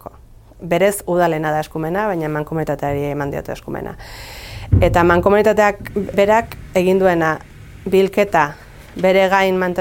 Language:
Basque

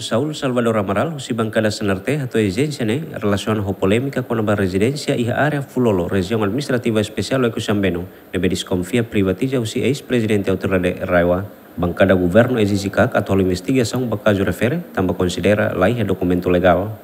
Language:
Tetum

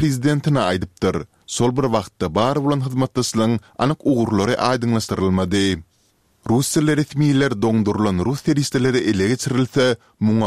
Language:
Turkmen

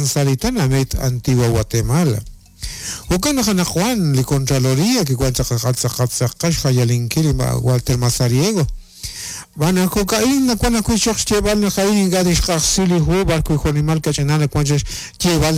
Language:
Kekchí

